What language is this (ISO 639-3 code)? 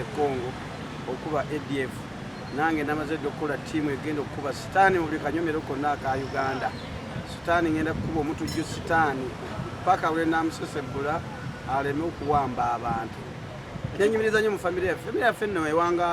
lug